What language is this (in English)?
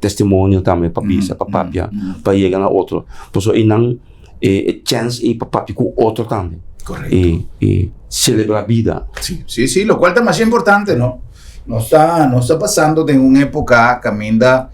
Papiamento